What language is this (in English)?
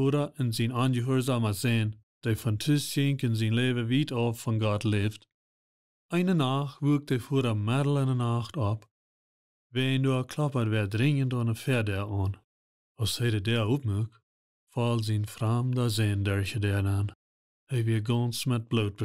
Plautdietsch